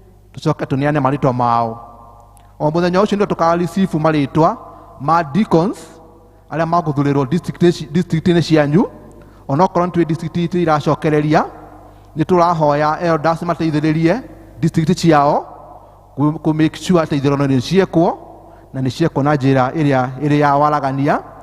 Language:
Kikuyu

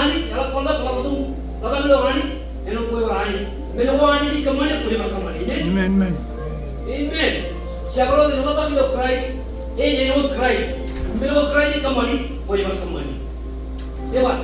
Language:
Marshallese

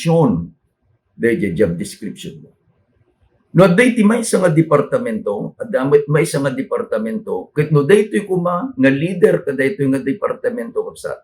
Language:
Iloko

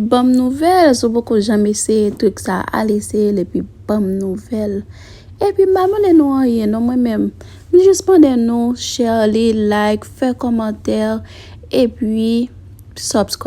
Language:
Haitian Creole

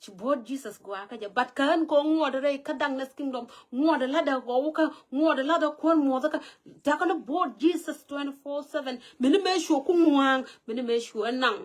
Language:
Nuer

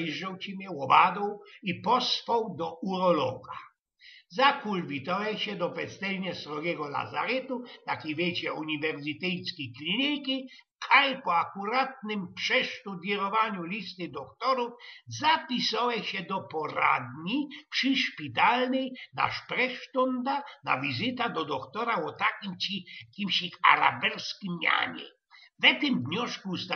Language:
Silesian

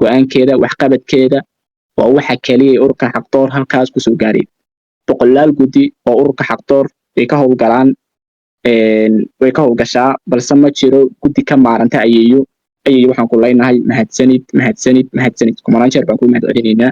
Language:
Somali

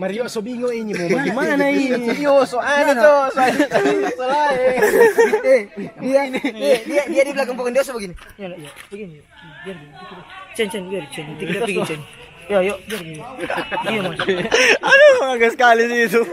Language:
Manado Malay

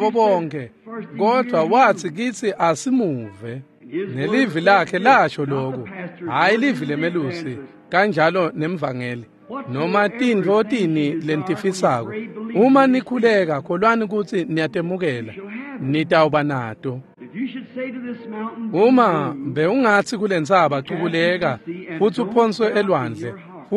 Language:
Swati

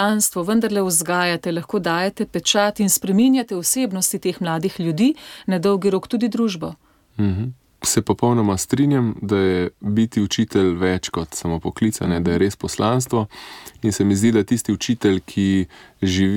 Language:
Slovenian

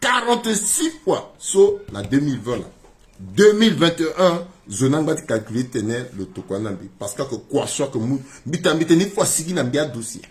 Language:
Sango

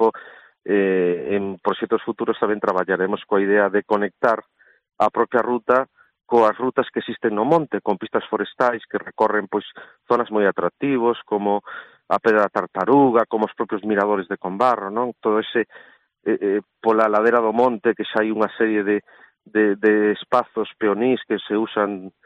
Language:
Galician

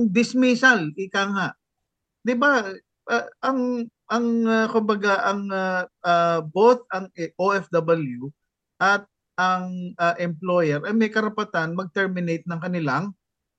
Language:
Filipino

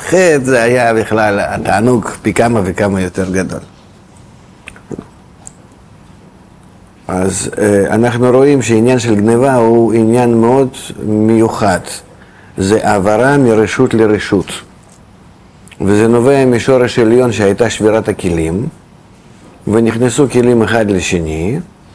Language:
Hebrew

